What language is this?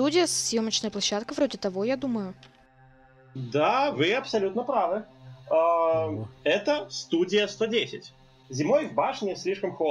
Russian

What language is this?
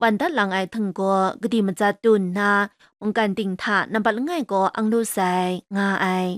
Kachin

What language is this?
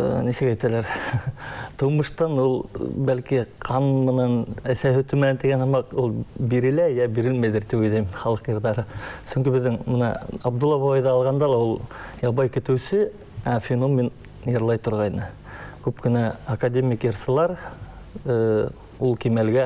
Bashkir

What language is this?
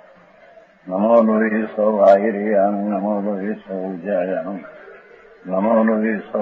Gujarati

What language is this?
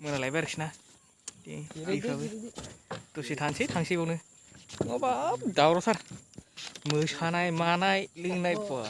Bodo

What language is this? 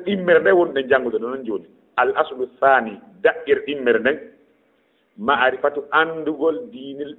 Fula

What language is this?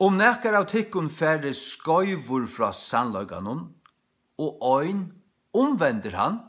Faroese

